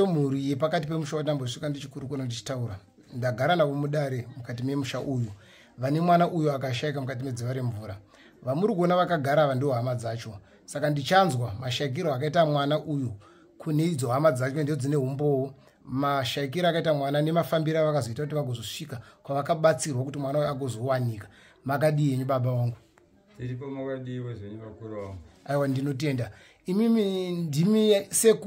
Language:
Shona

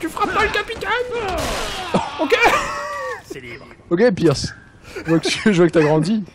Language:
French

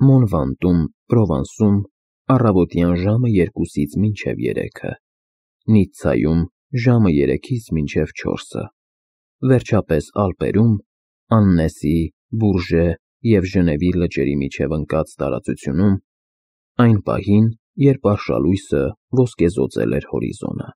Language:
Armenian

